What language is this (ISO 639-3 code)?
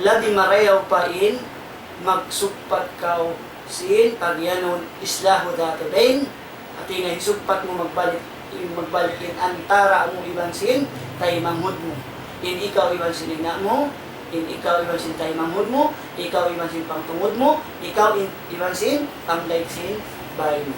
tsg